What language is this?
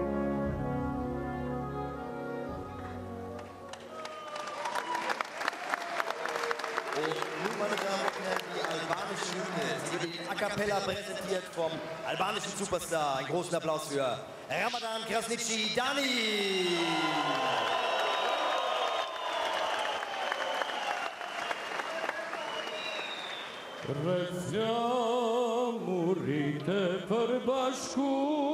Romanian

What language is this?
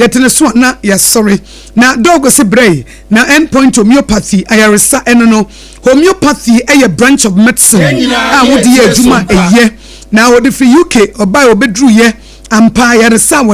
Akan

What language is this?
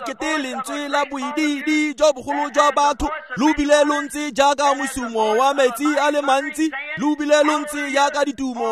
Tswana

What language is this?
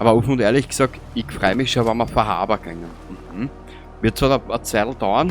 Bavarian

